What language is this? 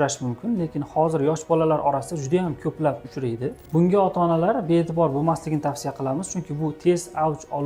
Uzbek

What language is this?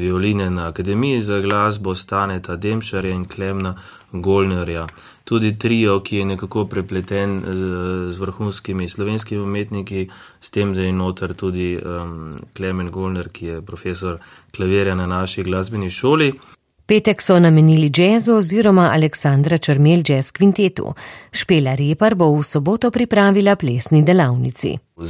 Slovenian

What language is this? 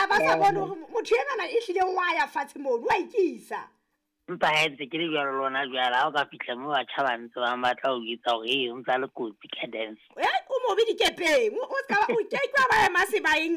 Southern Sotho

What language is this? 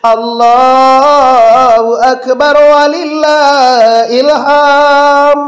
Minangkabau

